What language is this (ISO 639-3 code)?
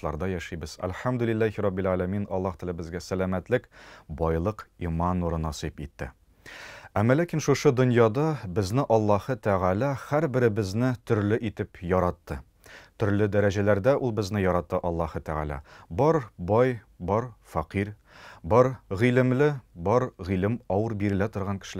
tat